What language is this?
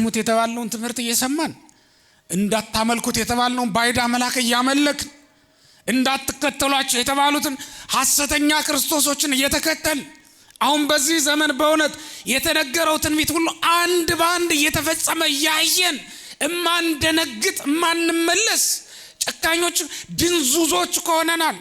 Amharic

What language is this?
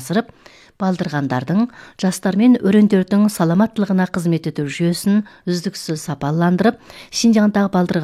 Kazakh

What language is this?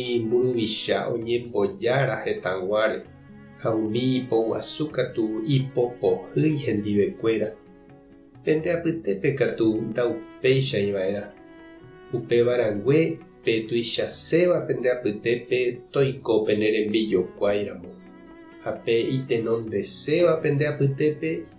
Guarani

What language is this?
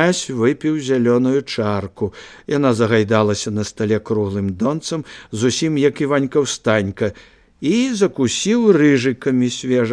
Belarusian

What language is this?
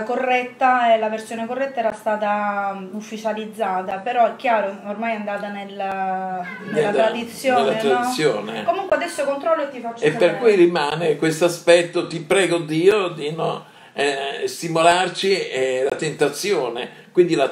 Italian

